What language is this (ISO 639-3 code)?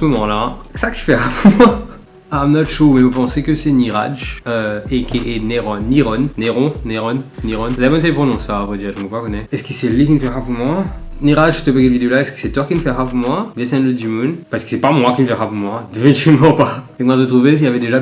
mfe